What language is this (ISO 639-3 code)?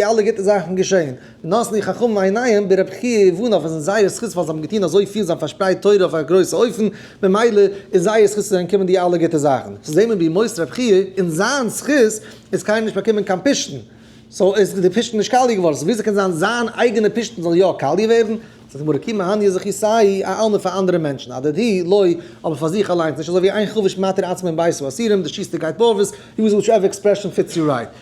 yid